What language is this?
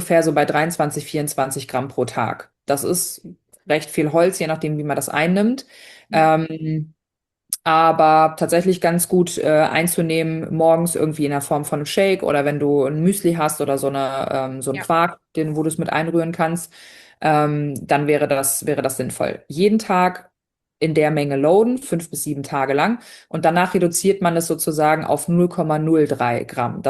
German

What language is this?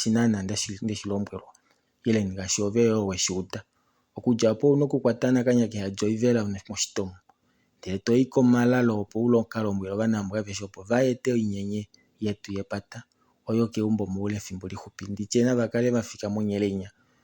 Kuanyama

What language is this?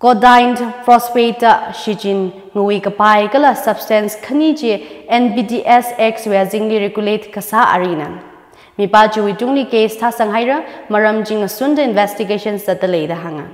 Tangkhul Naga (India)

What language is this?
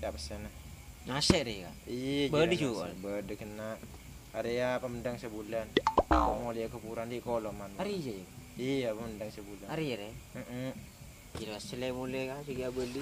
Madurese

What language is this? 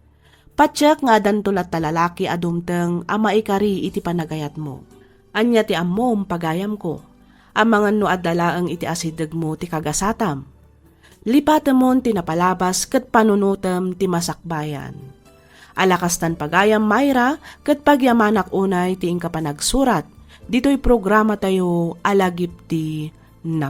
Iloko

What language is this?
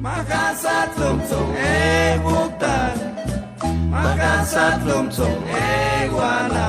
Chuj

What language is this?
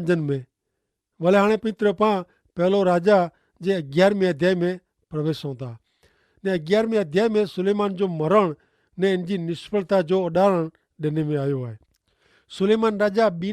Kachhi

